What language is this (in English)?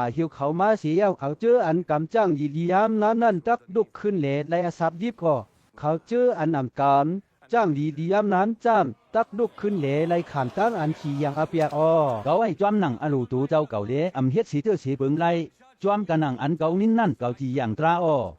Shan